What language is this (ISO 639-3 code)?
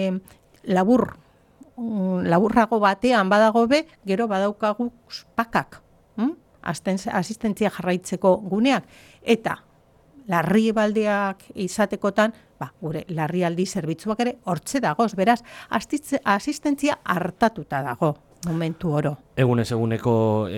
eus